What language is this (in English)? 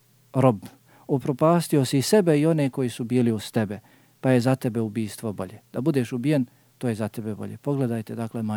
Bosnian